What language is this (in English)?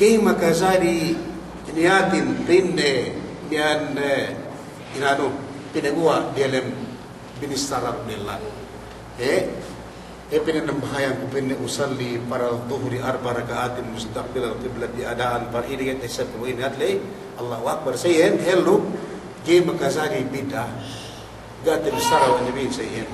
Yakan